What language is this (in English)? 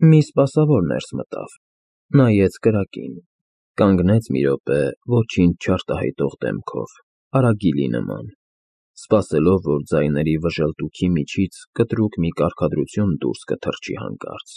Armenian